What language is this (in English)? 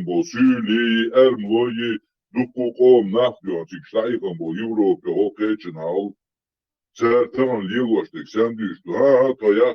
Chechen